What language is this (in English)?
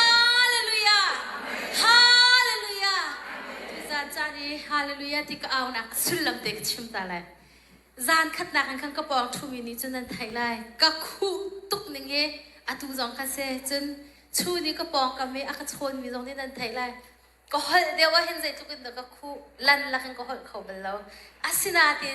Hakha Chin